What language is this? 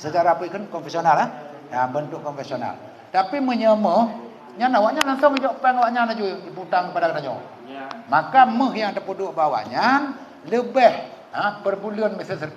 Achinese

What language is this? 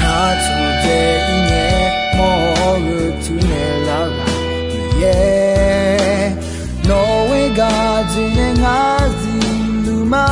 Akha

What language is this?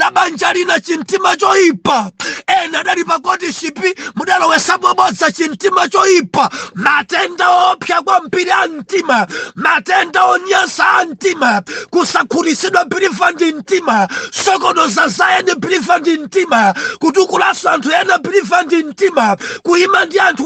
Nyanja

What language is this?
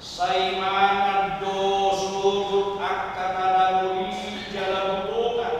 Batak Toba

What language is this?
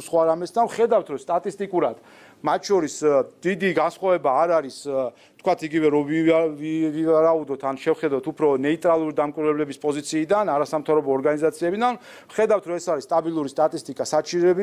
Georgian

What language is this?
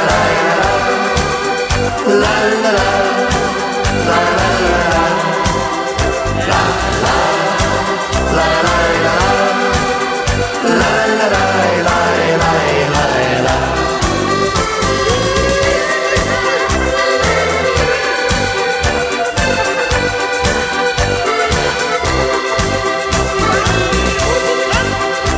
Dutch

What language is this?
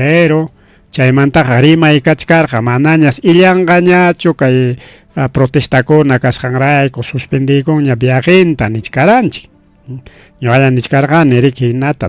Ayacucho Quechua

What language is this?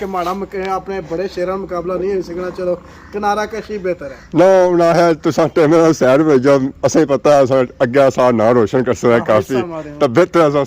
Pahari-Potwari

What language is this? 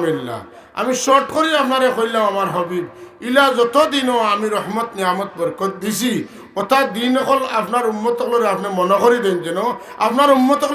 Sylheti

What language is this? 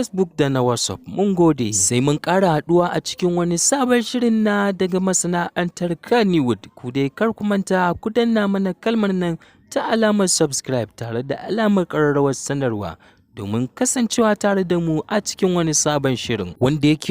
Hausa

